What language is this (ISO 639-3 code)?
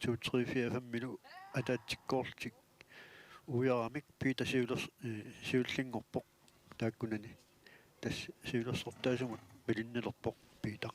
kal